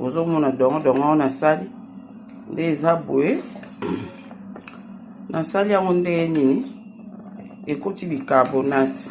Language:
Lingala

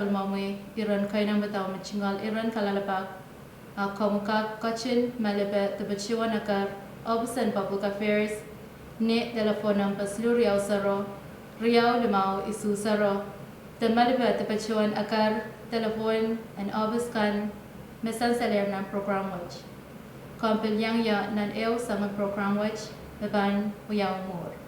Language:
Pohnpeian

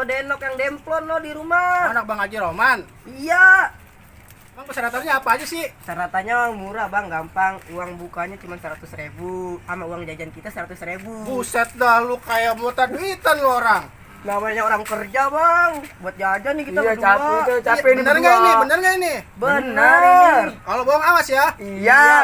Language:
Betawi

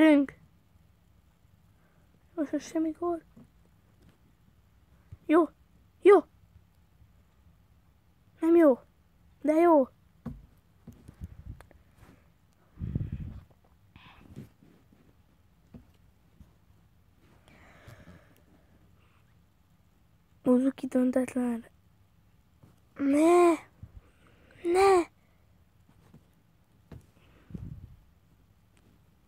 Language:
Hungarian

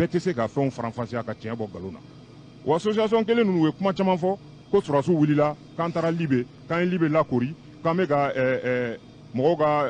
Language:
Bambara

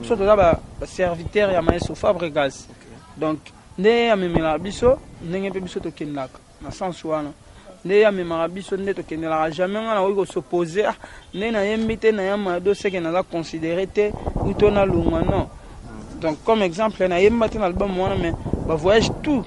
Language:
Lingala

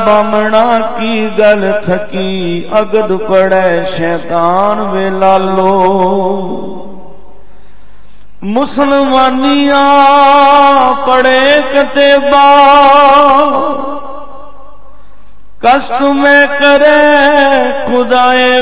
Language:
Punjabi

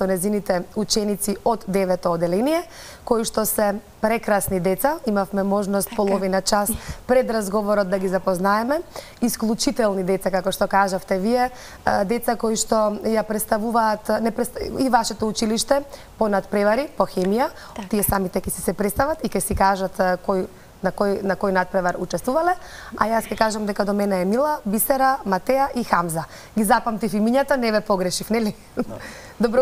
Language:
Macedonian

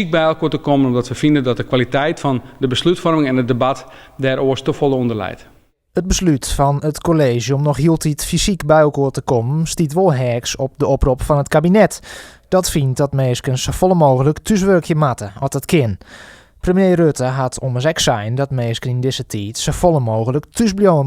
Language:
Western Frisian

